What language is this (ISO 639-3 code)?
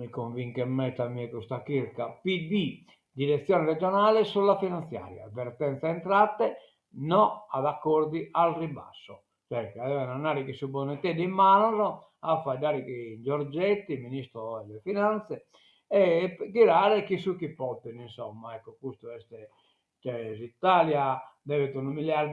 srd